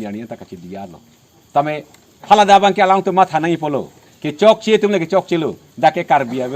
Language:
Karbi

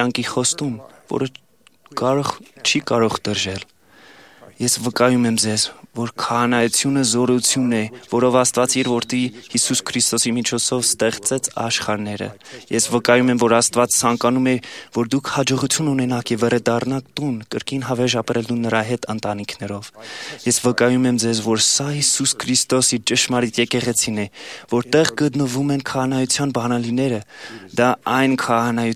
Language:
Armenian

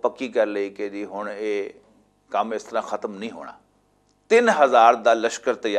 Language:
Western Panjabi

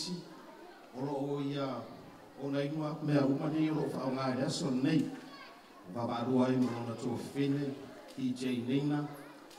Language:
Samoan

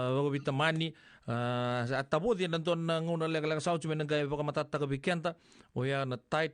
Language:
Fijian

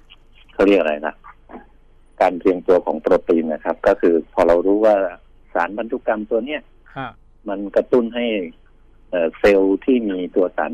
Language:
Thai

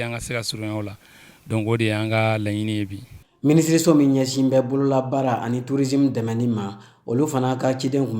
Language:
Bambara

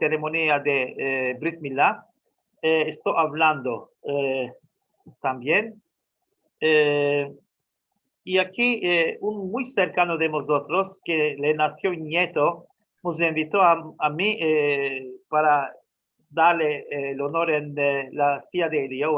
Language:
Ladino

